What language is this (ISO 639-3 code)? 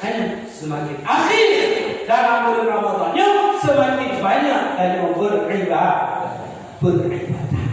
ace